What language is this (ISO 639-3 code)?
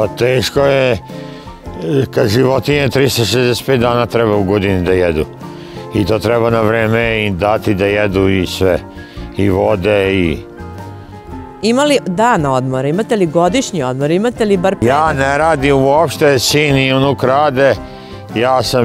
srp